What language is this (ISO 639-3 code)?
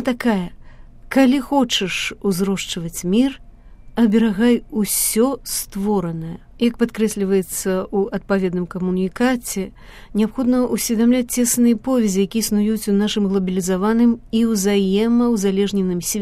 bel